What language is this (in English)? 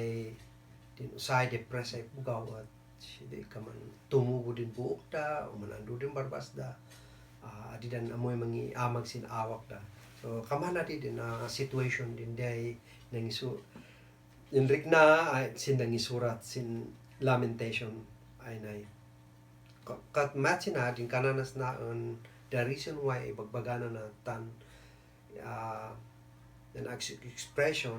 Kankanaey